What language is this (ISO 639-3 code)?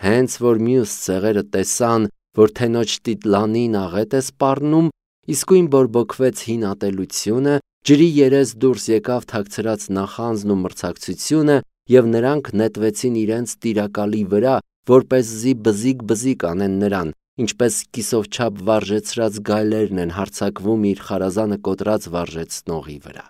hye